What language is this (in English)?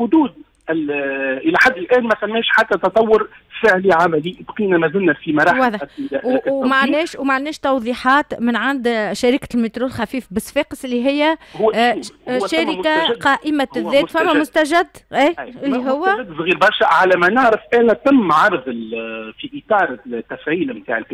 Tunisian Arabic